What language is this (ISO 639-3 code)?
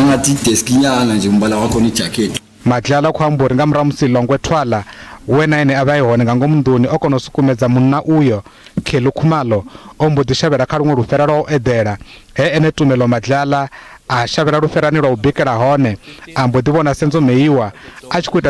ven